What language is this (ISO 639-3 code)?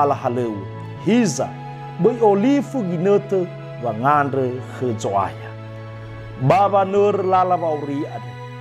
nia